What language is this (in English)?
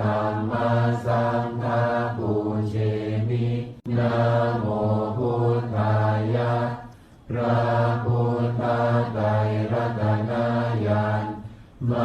Pali